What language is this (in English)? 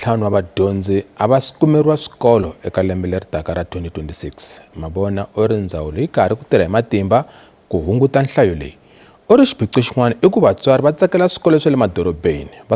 Tsonga